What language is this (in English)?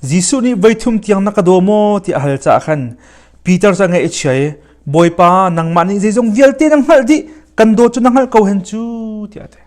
Hakha Chin